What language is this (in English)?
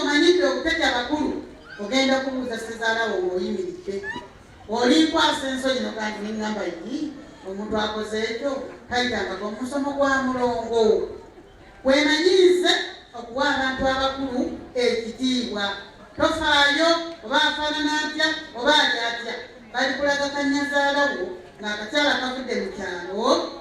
Ganda